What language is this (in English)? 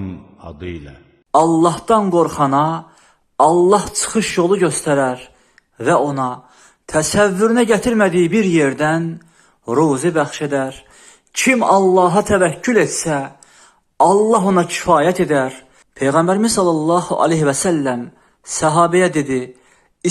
Azerbaijani